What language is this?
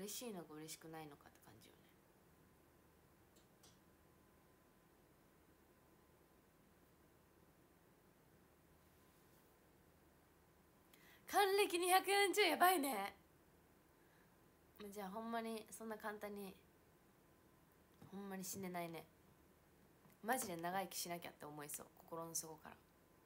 Japanese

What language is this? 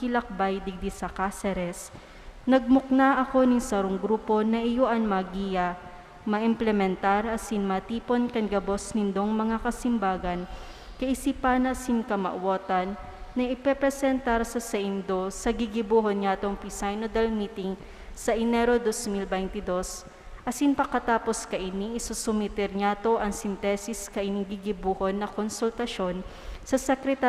Bikol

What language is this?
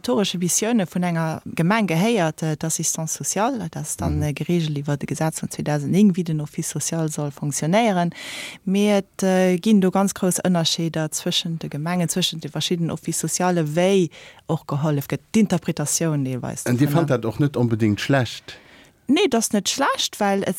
Luxembourgish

